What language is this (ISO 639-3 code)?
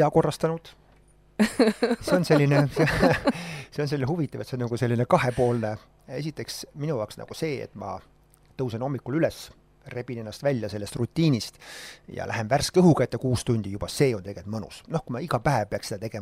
est